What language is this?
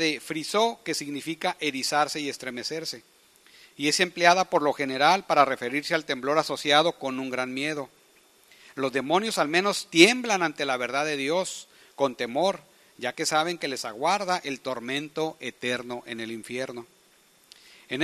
Spanish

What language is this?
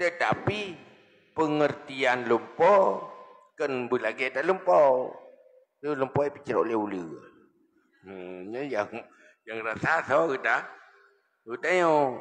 Achinese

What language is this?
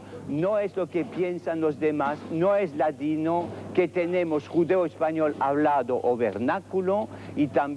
Ladino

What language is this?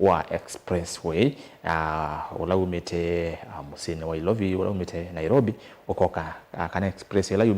Kamba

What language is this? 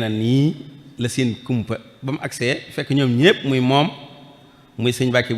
Wolof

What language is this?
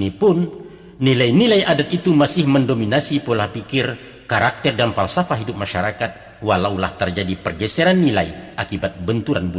Minangkabau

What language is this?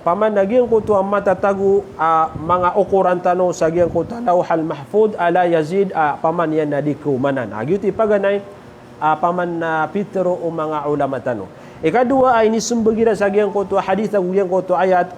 Maranao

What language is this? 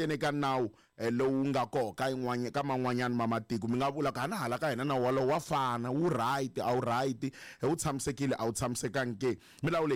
Tsonga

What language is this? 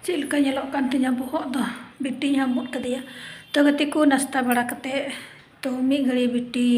Santali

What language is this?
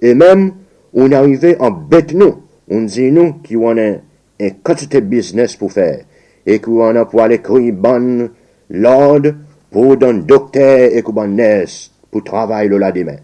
Seselwa Creole French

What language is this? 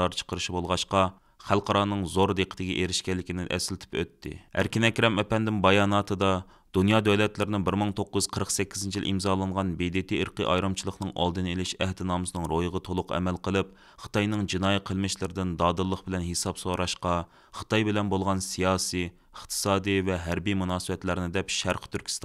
Uyghur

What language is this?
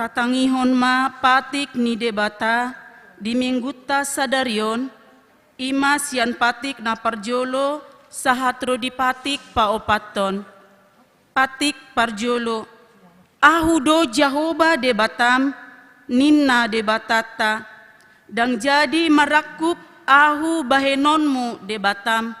Batak Toba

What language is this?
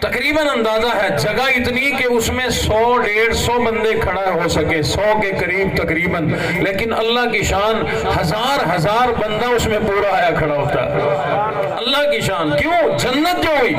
Saraiki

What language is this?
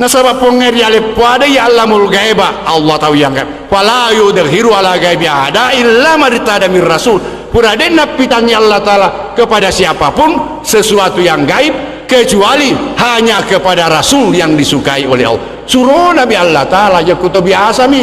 Buginese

